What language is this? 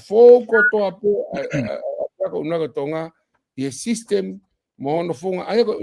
Tongan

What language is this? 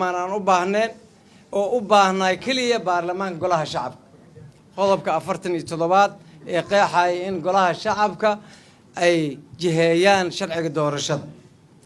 Somali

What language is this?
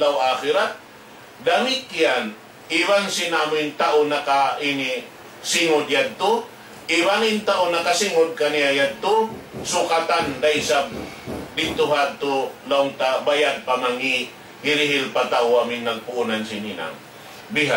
Tausug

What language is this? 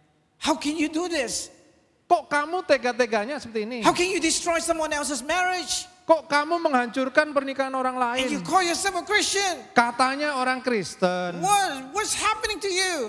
Indonesian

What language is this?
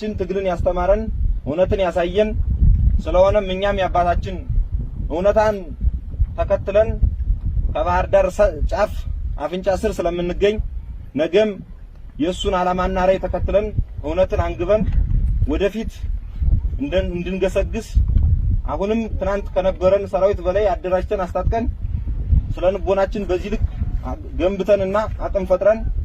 Amharic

